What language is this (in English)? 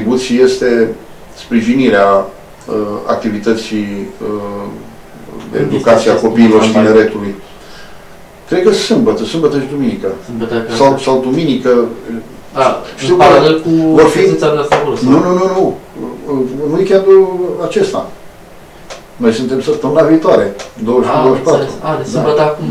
Romanian